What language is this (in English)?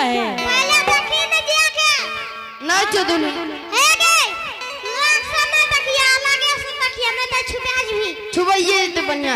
Angika